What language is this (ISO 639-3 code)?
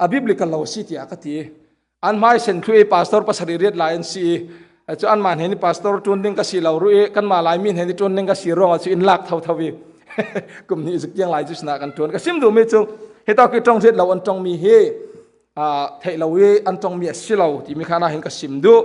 cfm